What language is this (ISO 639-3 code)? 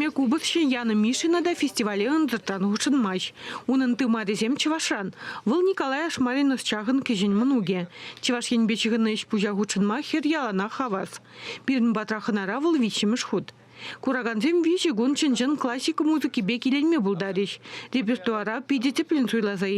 chv